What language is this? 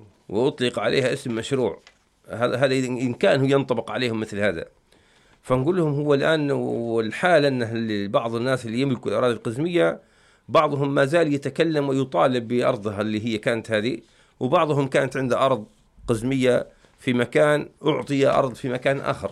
Arabic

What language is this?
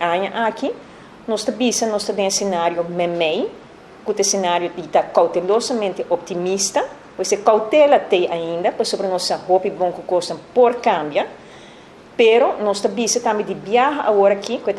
Papiamento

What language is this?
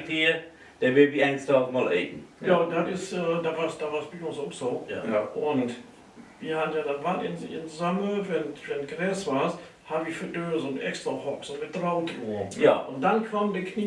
Low German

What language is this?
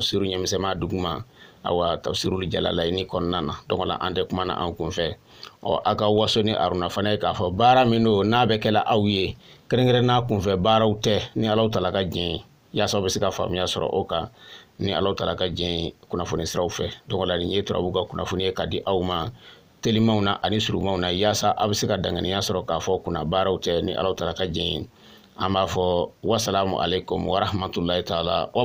Bambara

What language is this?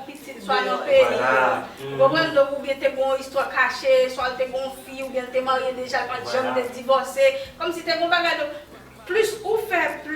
Haitian Creole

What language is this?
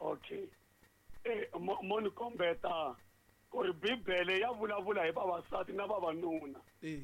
Tsonga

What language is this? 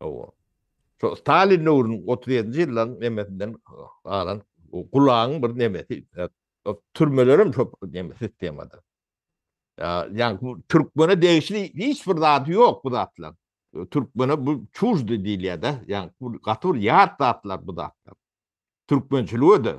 Turkmen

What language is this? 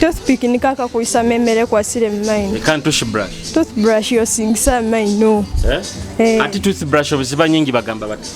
Nyoro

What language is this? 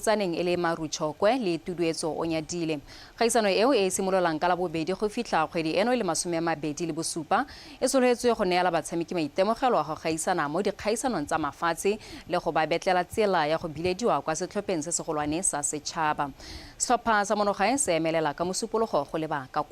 Tswana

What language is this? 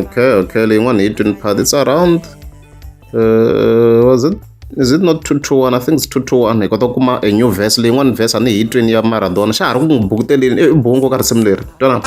Tsonga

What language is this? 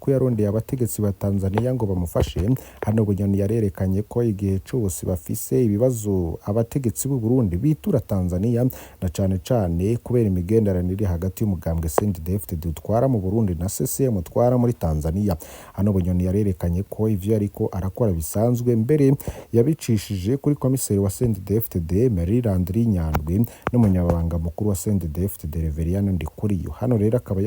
Rundi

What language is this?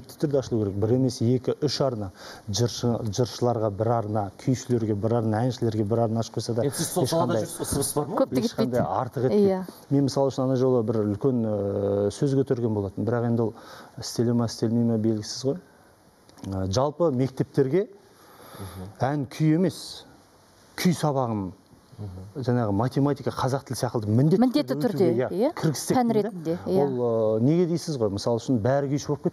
Kazakh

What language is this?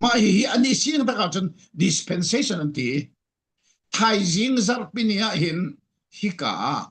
Falam Chin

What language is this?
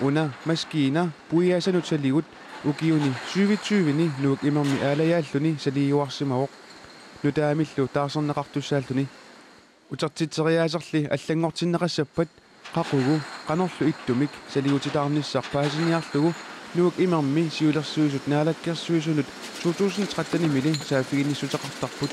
Kalaallisut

